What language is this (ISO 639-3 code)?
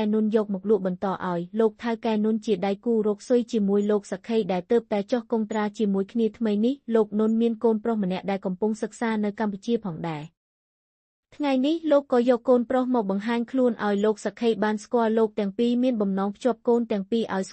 khm